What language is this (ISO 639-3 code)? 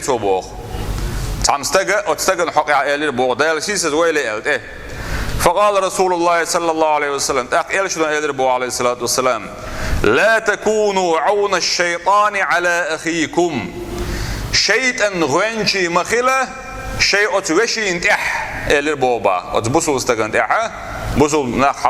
che